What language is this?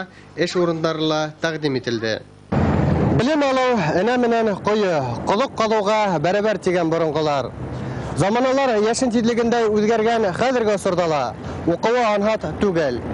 Bashkir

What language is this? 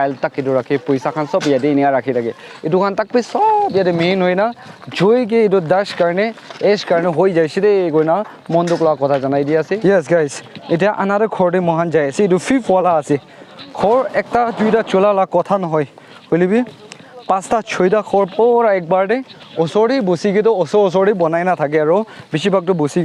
Naga Pidgin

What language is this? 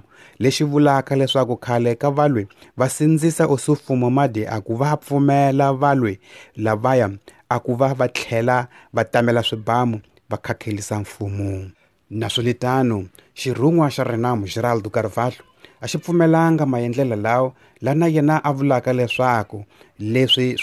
Tsonga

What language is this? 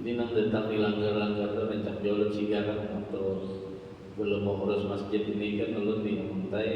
Banjar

